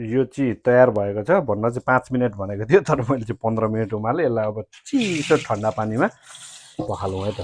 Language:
Nepali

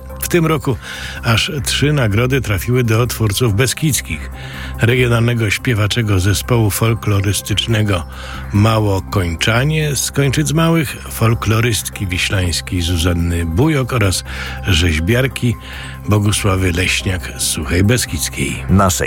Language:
Polish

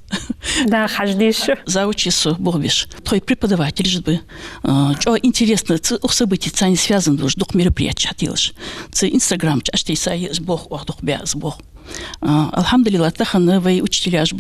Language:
Ingush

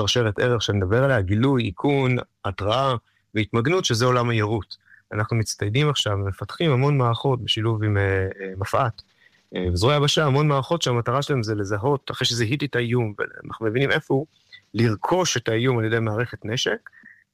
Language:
Hebrew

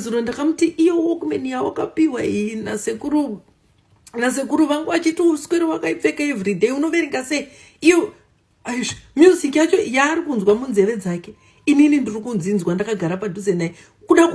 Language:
Shona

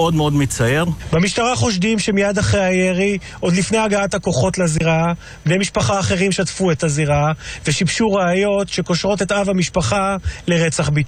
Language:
Hebrew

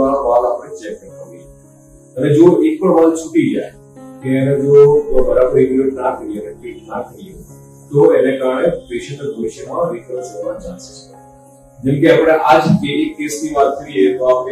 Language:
Gujarati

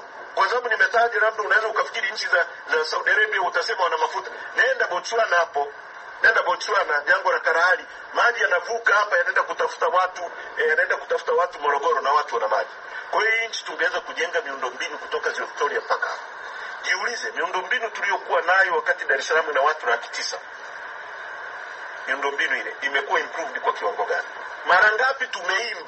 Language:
Swahili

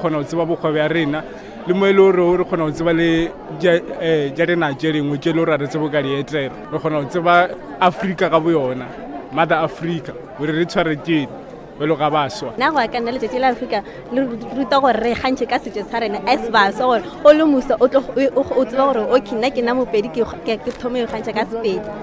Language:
Northern Sotho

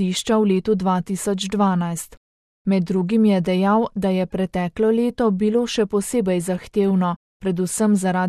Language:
Slovenian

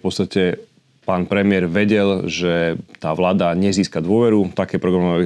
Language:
Slovak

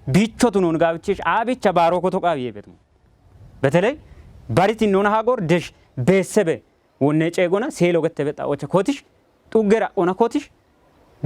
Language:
Kafa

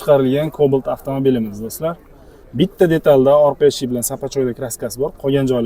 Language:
Uzbek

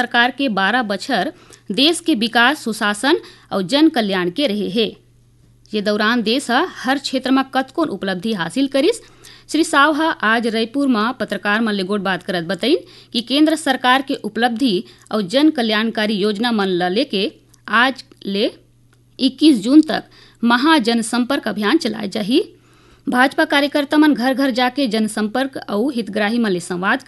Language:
Chhattisgarhi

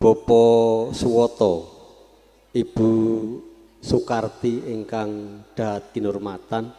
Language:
Javanese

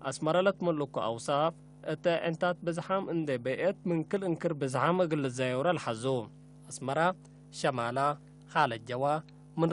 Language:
Tigre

